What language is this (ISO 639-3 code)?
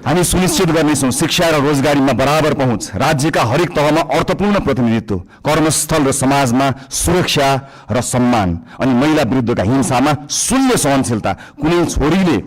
nep